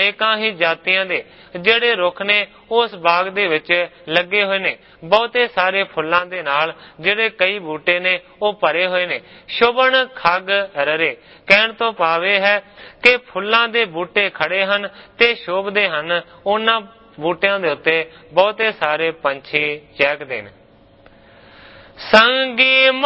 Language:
Punjabi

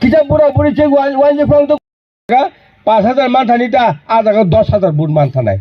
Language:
Kok Borok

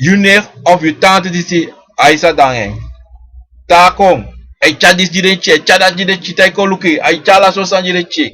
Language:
Sranan Tongo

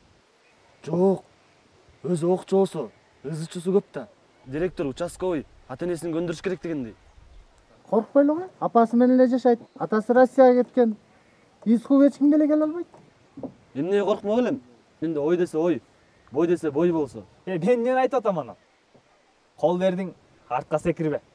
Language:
Kyrgyz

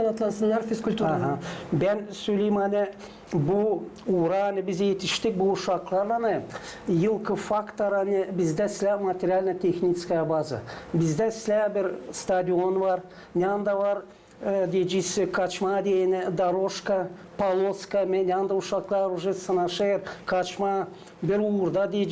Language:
Gagauz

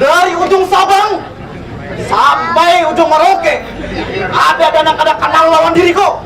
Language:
Banjar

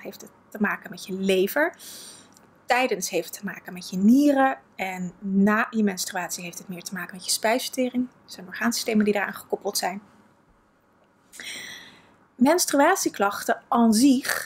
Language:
Dutch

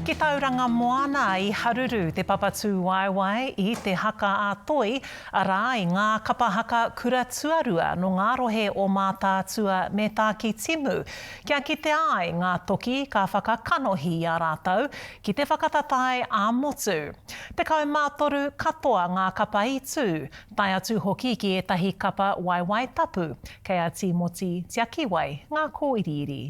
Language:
Māori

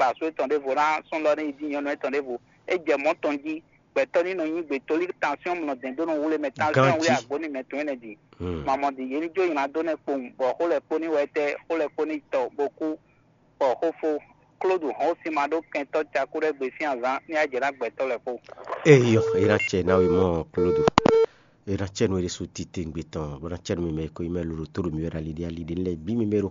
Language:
Fon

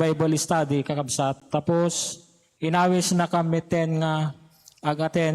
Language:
Iloko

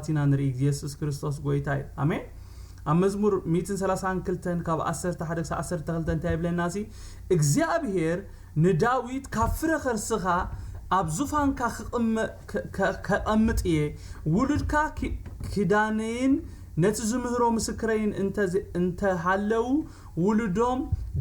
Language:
Tigrinya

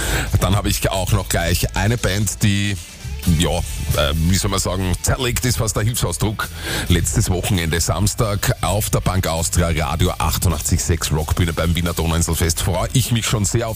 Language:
German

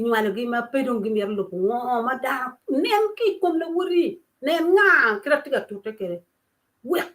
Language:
Acoli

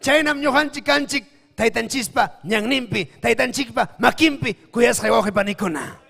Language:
Ayacucho Quechua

